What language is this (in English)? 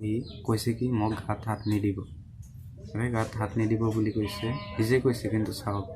Assamese